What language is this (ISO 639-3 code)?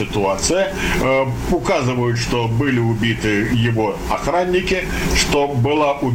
rus